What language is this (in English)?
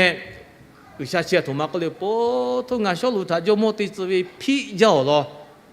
Lahu